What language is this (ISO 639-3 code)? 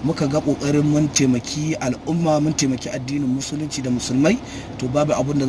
hau